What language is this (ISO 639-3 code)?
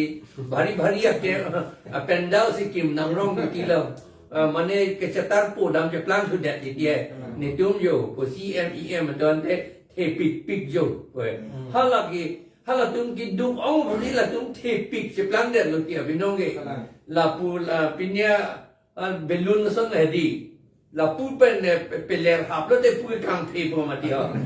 mjw